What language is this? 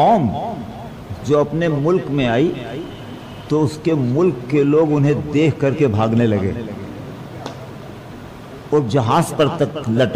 Urdu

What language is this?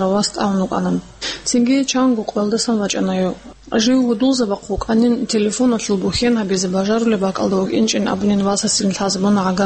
Avaric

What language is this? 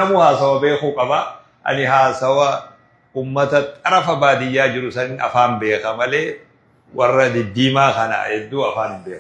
Oromo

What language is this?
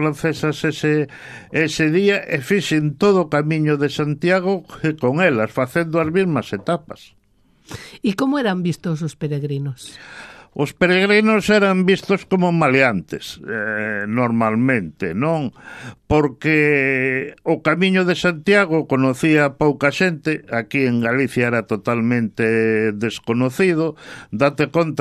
Galician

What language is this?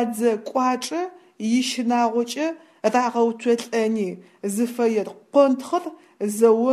Adyghe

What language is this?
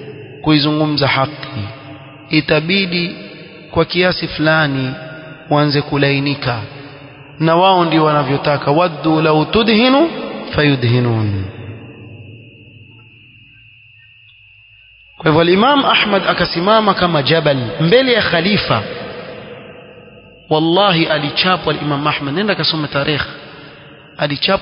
Swahili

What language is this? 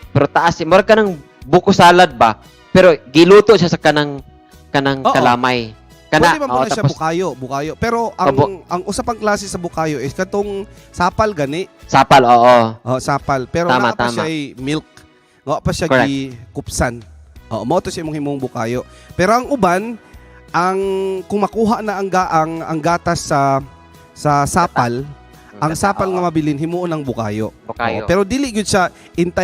Cebuano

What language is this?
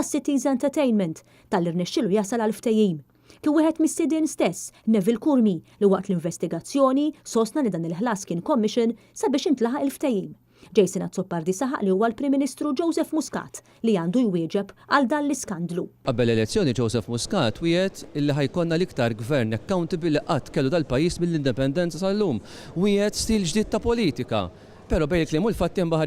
Maltese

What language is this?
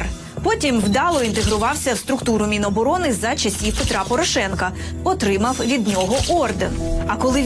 Ukrainian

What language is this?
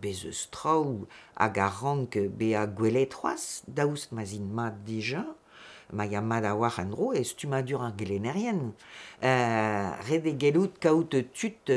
Breton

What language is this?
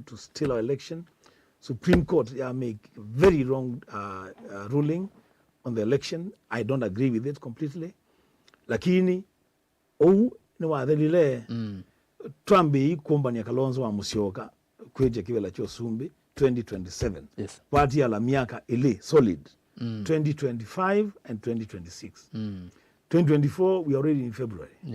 Kamba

